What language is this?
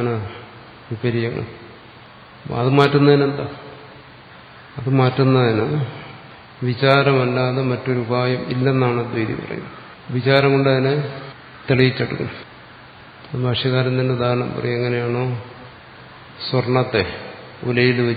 Malayalam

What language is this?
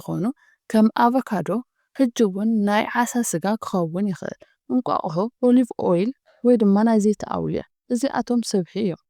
Tigrinya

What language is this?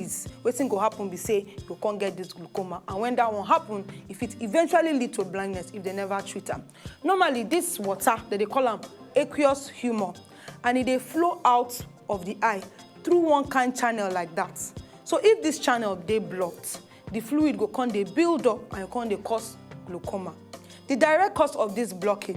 Nigerian Pidgin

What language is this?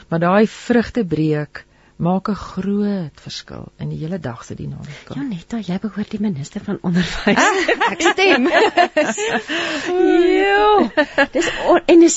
Afrikaans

